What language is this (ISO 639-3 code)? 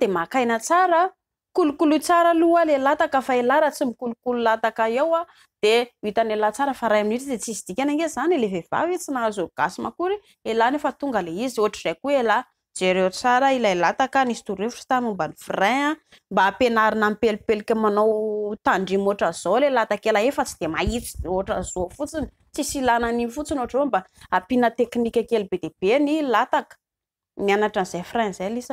mlg